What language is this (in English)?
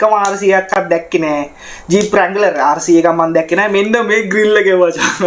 Sinhala